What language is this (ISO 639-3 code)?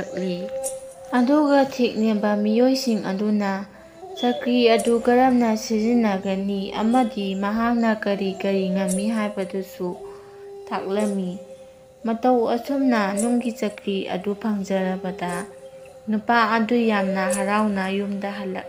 mni